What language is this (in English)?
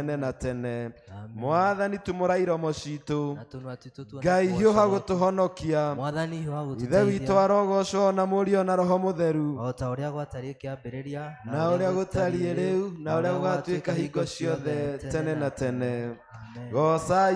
Kikuyu